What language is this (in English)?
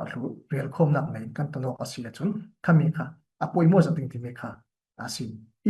Falam Chin